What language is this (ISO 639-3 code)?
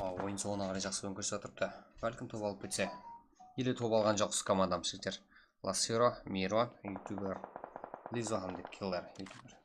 kaa